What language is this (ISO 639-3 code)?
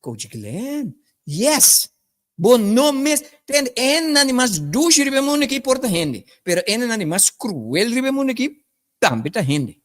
pap